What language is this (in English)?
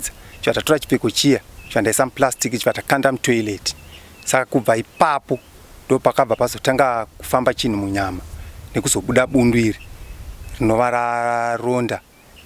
Shona